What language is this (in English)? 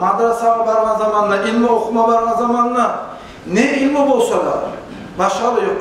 Kumyk